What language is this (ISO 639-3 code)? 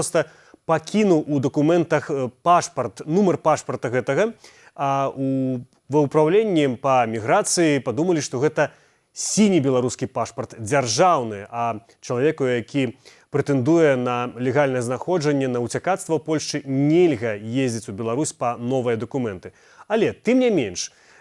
bel